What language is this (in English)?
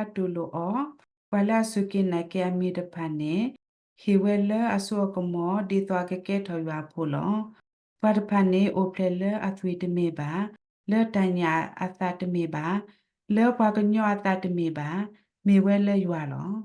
S'gaw Karen